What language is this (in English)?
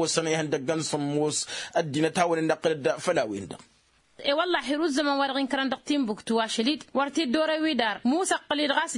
Tamasheq